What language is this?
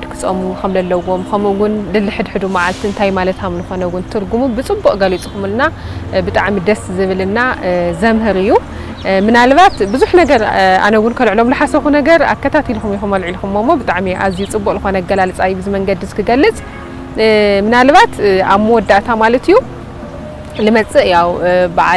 Tigrinya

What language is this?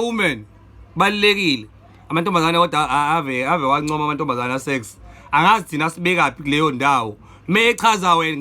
Zulu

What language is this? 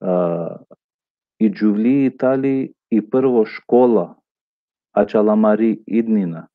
Balkan Romani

